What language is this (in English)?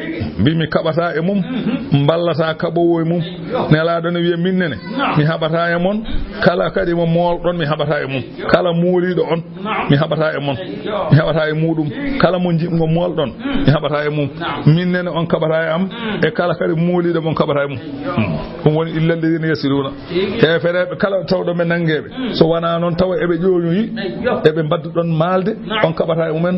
Fula